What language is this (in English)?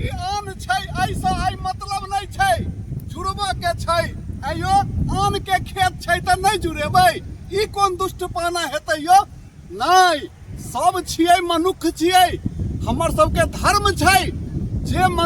Maithili